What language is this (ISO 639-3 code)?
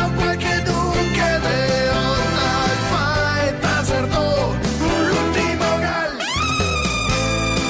ita